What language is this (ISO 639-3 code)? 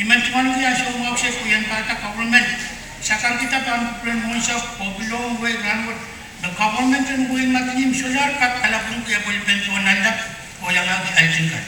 pon